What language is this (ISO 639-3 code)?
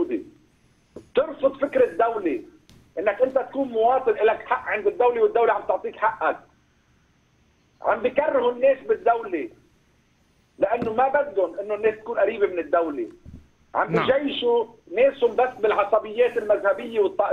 apc